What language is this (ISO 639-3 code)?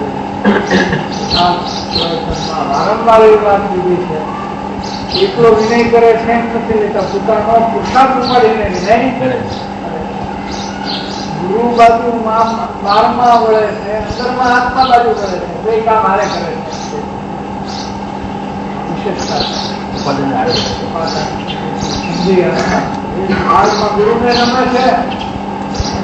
guj